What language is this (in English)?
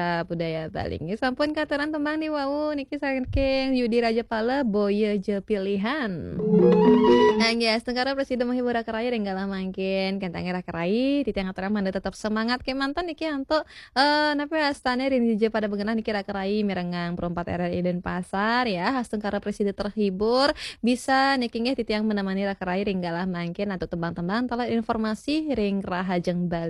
Balinese